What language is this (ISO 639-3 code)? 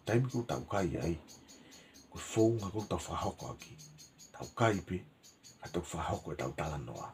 ton